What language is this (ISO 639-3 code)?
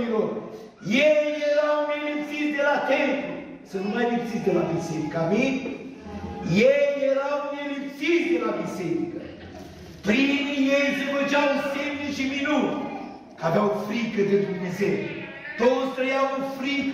ron